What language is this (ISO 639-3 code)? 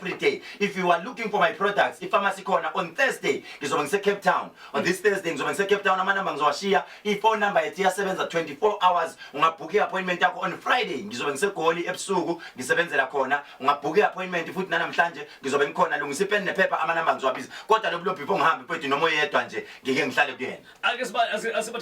zul